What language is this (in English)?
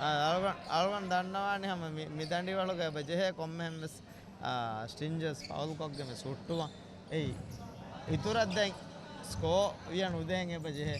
Divehi